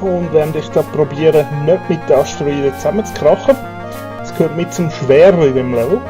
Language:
Swiss German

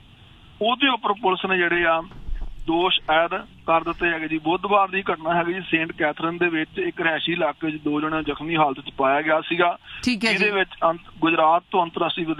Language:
Punjabi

